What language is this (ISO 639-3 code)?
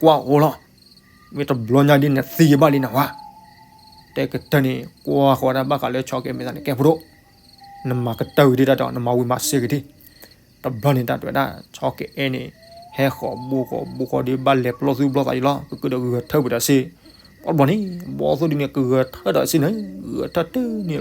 ksw